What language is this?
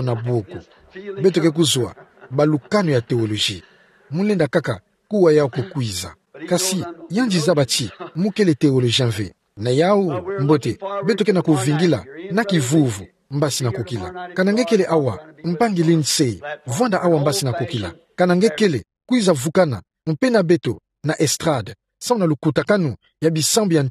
Kituba (Democratic Republic of Congo)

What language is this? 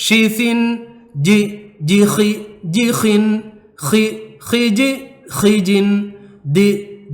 Divehi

